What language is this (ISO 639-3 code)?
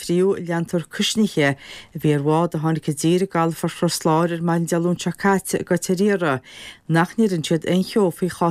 gle